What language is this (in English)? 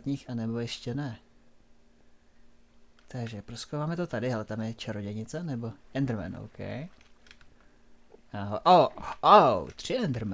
Czech